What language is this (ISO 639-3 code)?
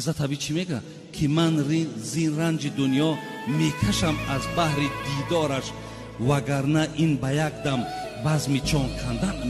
tgk